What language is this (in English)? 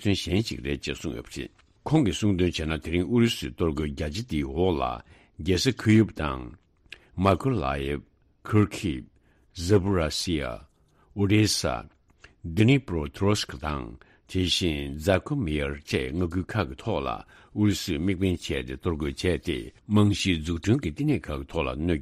Tibetan